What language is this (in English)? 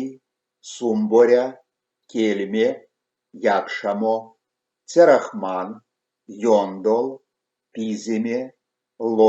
Erzya